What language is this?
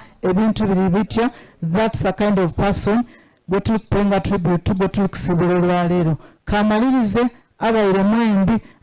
Soga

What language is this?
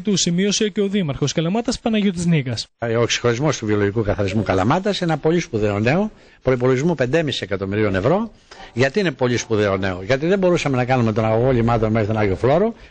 Greek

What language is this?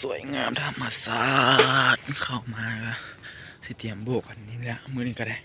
Lao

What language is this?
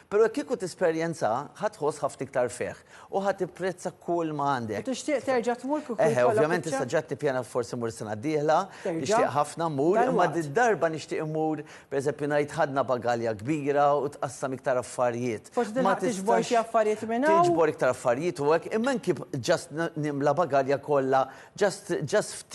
Maltese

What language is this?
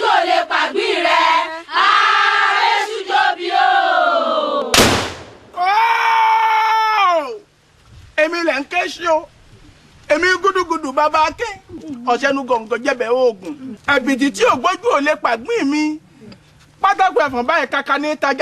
Yoruba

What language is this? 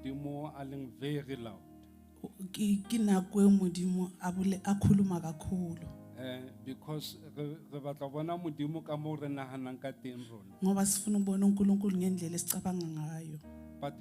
Southern Sotho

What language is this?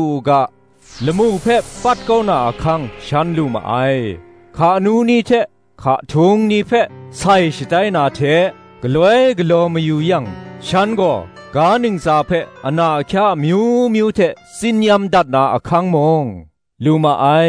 Kachin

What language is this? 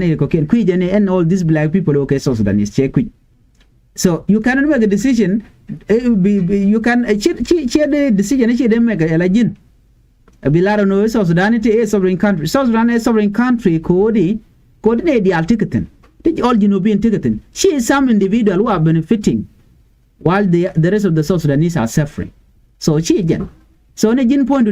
Nuer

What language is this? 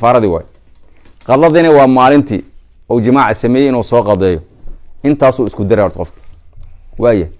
Somali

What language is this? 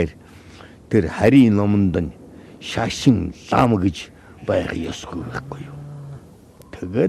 Mongolian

